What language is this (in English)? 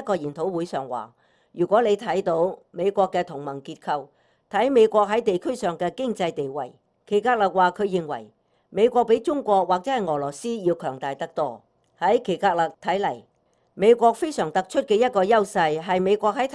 Cantonese